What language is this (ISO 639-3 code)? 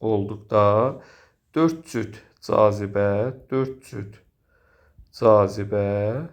aze